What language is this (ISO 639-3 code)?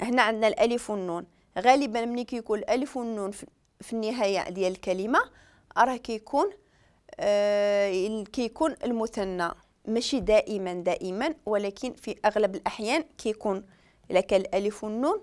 ary